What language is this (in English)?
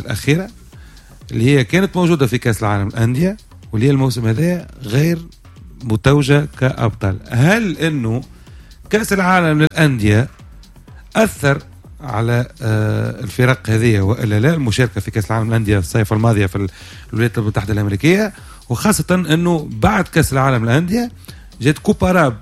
Tunisian Arabic